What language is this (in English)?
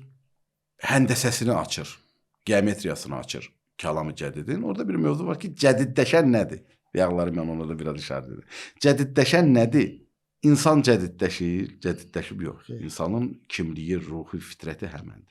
Azerbaijani